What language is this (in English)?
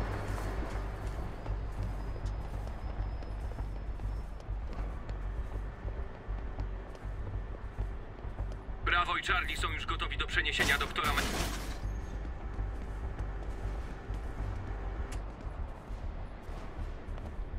Polish